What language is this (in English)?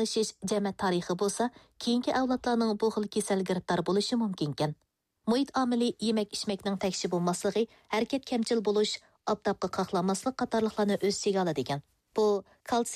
Uyghur